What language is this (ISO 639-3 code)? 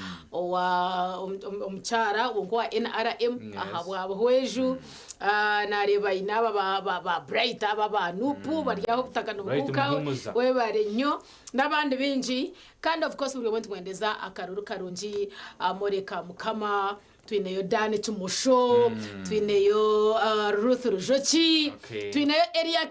nyn